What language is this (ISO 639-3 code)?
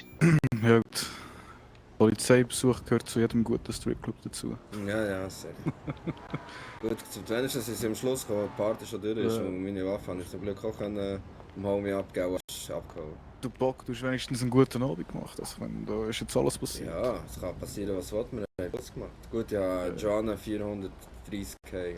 gsw